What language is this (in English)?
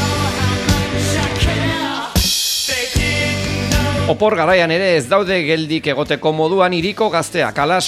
Basque